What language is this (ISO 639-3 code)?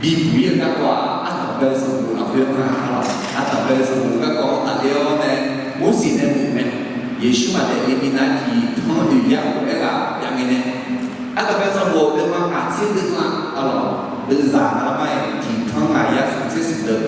ahk